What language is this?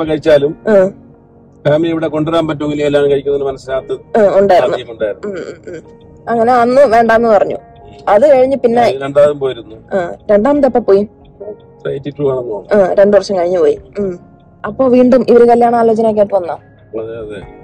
Malayalam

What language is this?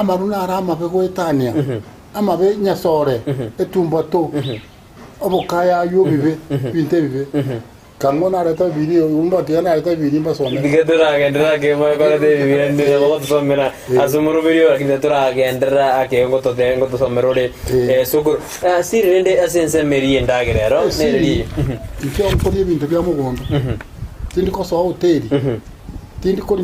Gusii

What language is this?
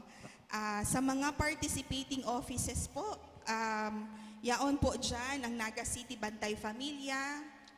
Bikol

